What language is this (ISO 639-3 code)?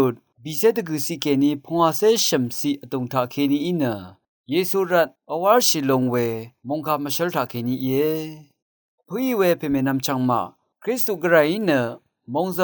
raw